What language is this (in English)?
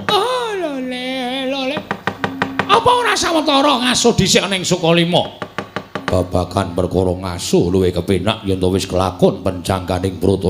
Javanese